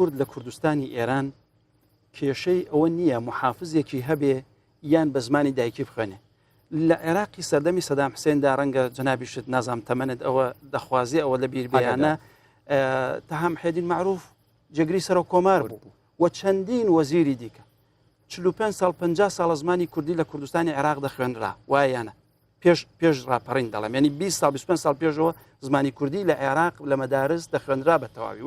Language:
Central Kurdish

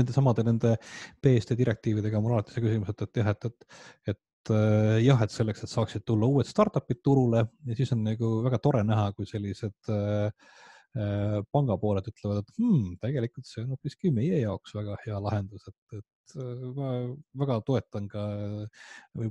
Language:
Estonian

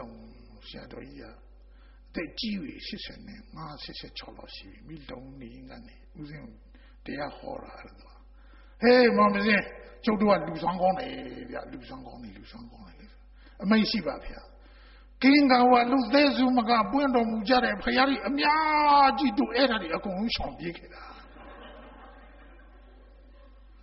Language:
Burmese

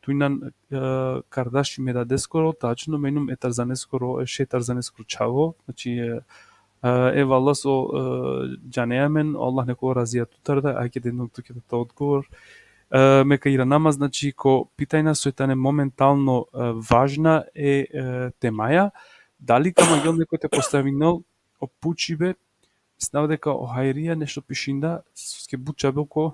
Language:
Balkan Romani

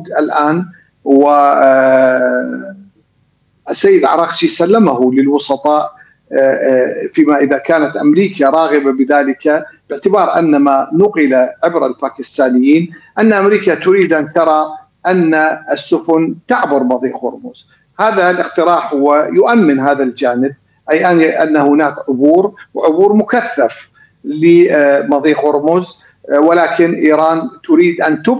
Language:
Arabic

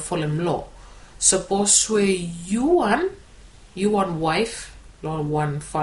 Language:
Bislama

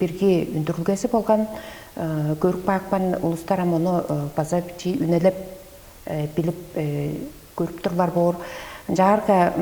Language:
Tuvinian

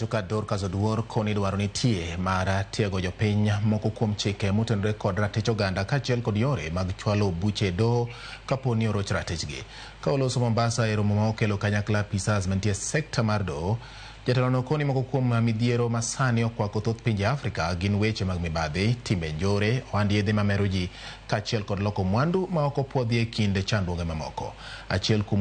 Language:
Luo (Kenya and Tanzania)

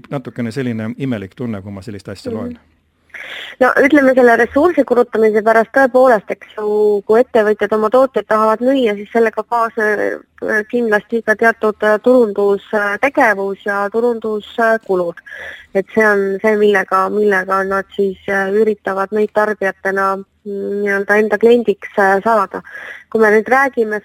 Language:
Estonian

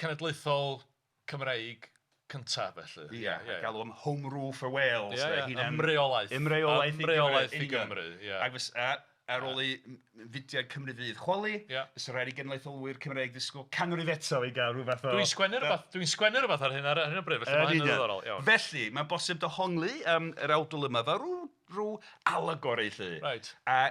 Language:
Welsh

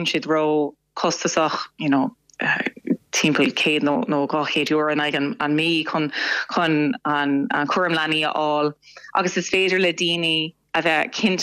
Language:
Irish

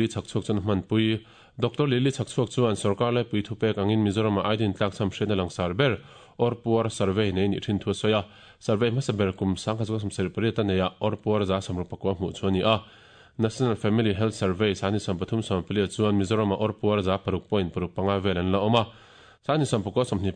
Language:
Mizo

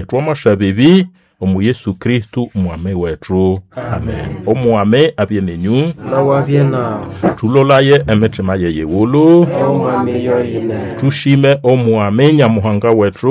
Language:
Nande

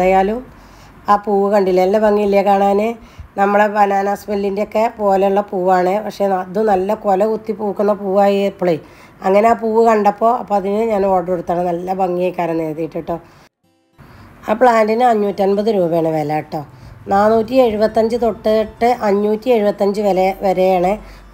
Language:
Malayalam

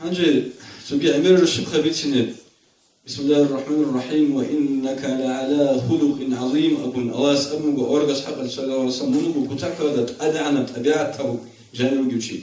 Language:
Avaric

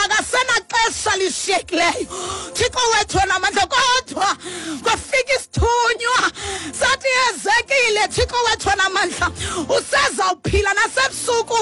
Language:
Xhosa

